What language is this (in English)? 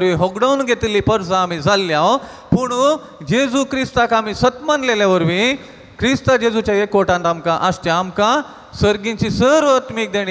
Konkani